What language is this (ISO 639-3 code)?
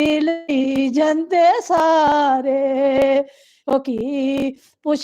doi